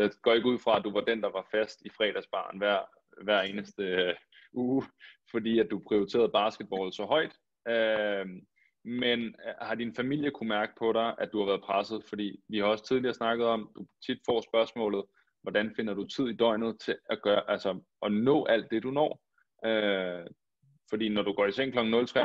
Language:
Danish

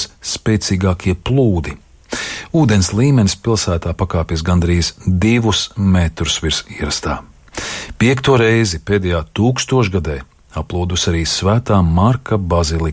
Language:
Latvian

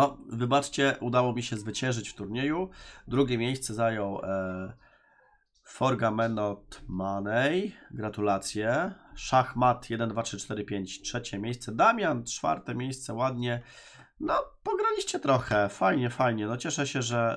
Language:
Polish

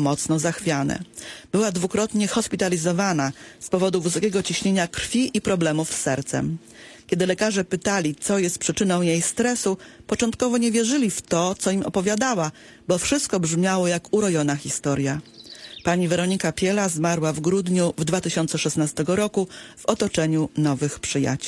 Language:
Polish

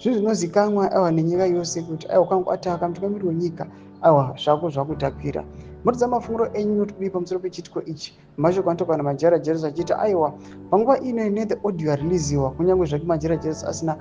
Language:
Shona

